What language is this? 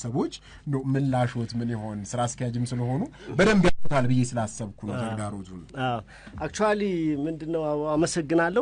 Amharic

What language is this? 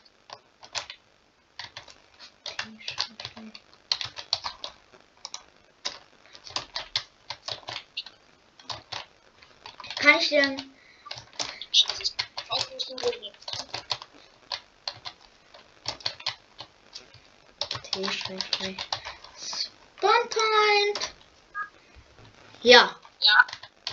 German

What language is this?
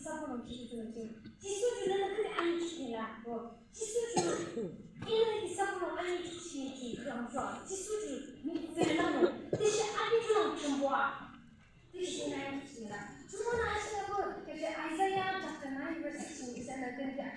Yimchungru Naga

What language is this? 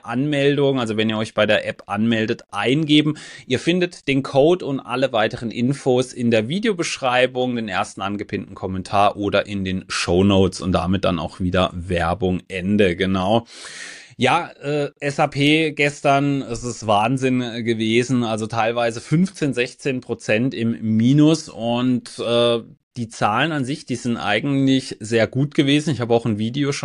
German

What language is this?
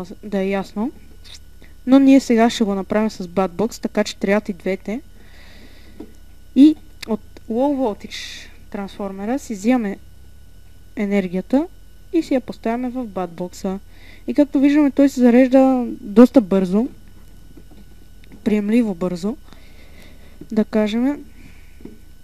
Bulgarian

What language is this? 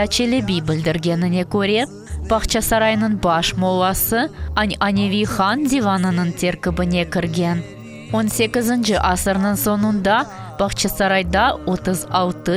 Crimean Tatar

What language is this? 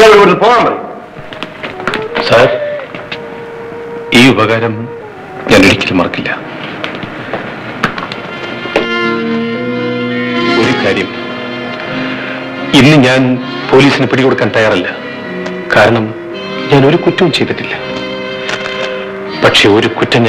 Malayalam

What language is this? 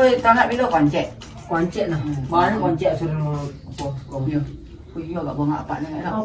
Minangkabau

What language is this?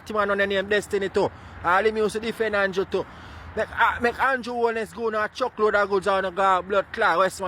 Jamaican Creole English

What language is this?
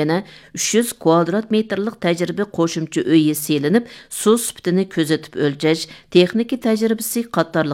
Uyghur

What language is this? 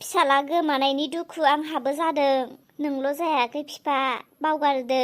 Bodo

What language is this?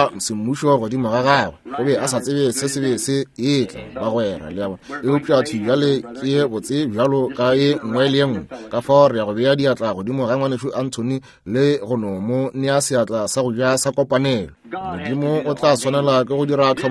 Northern Sotho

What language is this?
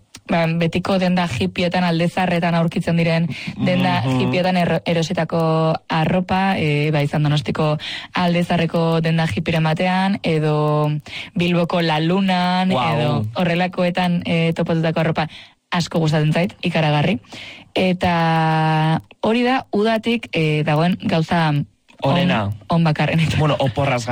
Basque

